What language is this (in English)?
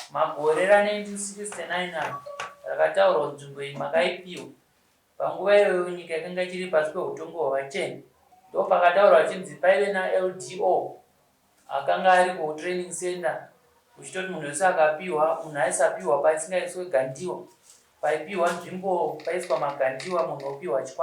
Shona